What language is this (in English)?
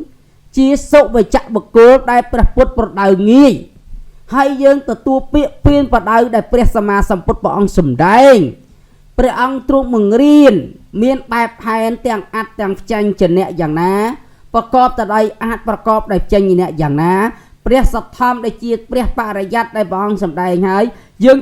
Khmer